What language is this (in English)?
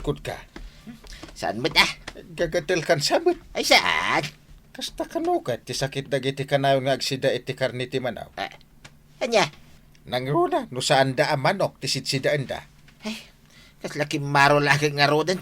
Iloko